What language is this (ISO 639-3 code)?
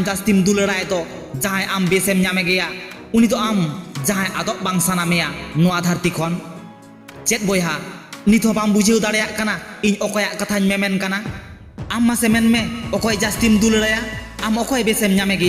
sat